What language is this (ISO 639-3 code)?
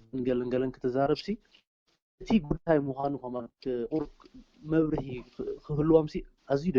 tir